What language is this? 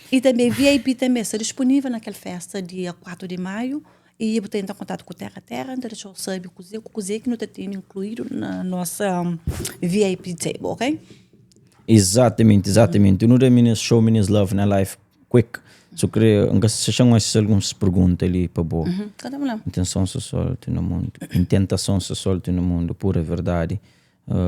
Kabuverdianu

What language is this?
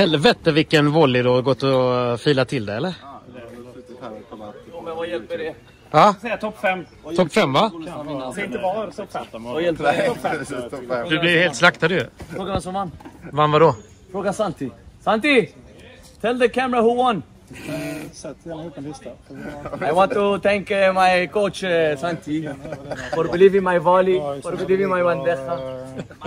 Swedish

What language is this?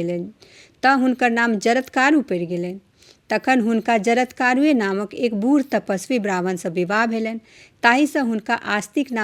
Maithili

